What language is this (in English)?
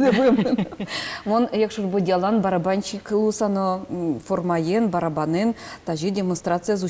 Udmurt